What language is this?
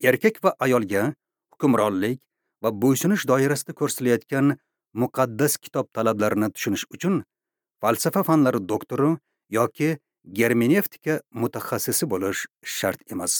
Uzbek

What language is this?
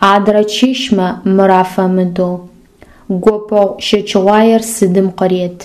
Adyghe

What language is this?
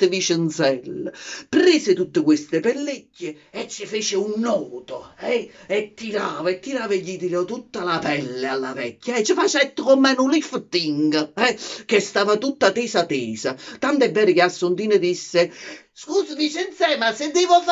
Neapolitan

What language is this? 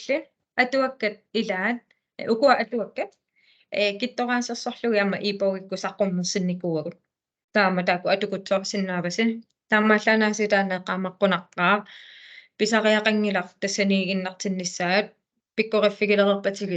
Kalaallisut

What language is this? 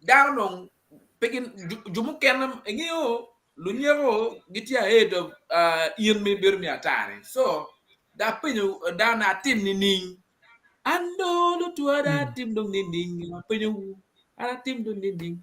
Acoli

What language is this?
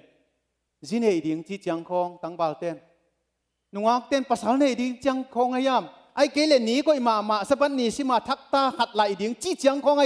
Tedim Chin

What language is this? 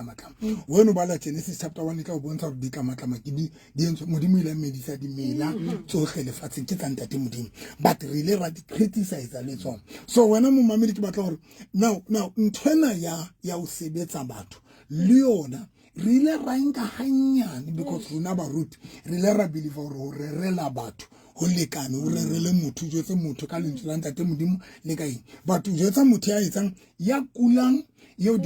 Southern Sotho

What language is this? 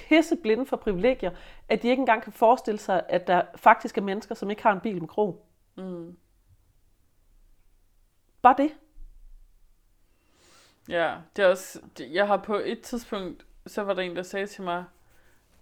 Danish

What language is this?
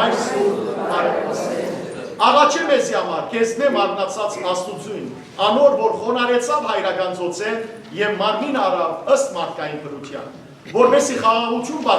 Western Armenian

